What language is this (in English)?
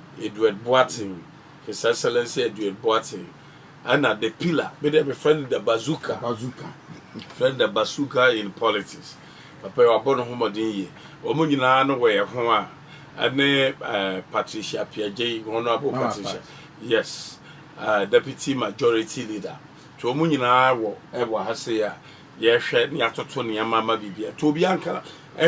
Akan